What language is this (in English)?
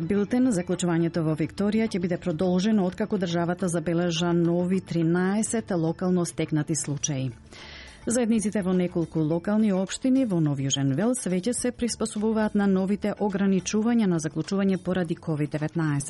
Macedonian